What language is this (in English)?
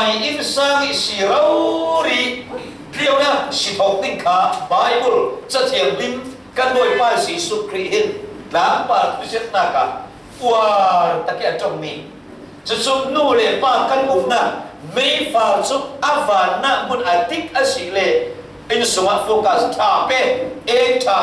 Falam Chin